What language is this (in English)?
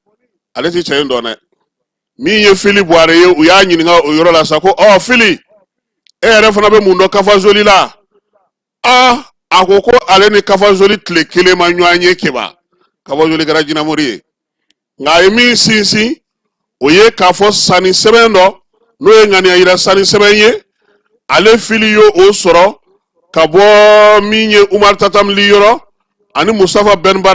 Bambara